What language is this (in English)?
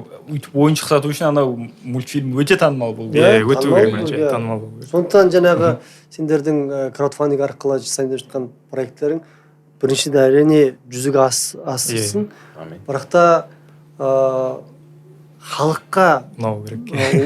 Kazakh